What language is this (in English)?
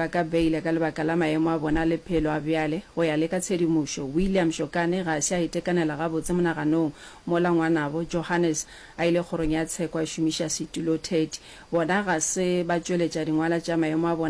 Northern Sotho